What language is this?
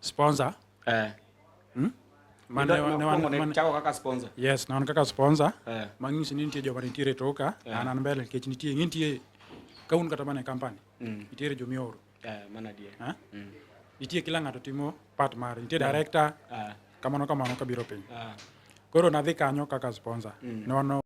Luo (Kenya and Tanzania)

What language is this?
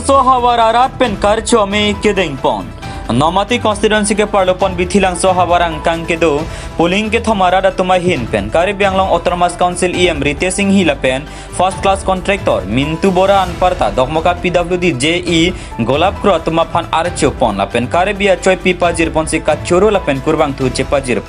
Karbi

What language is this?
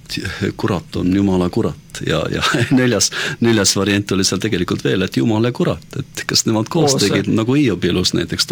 Estonian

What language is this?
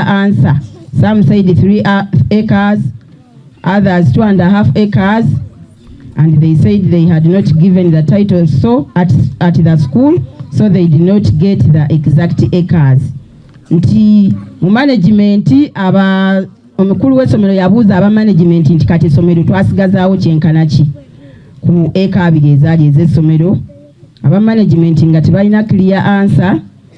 Ganda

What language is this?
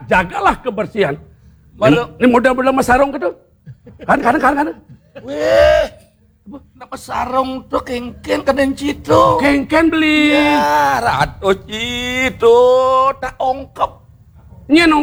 Balinese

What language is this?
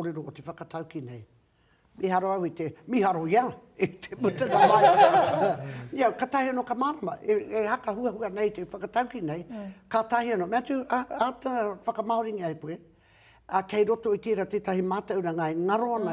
Māori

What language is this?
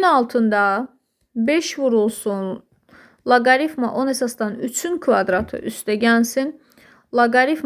Azerbaijani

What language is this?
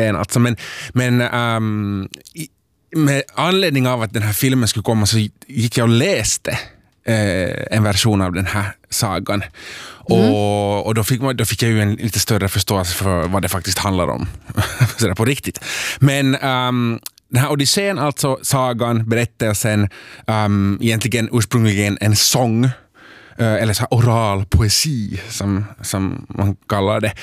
Swedish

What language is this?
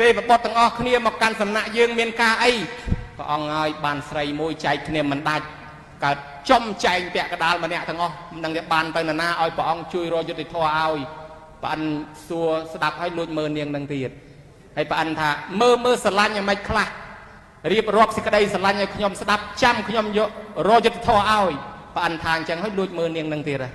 Khmer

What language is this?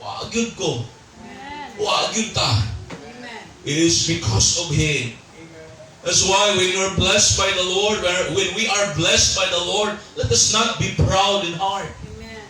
Cebuano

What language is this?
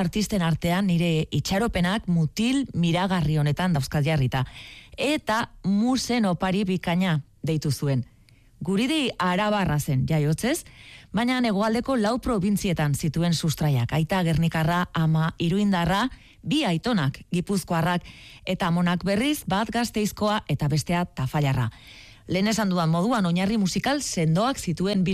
Basque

